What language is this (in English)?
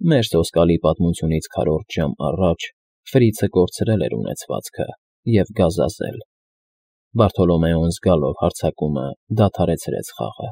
Armenian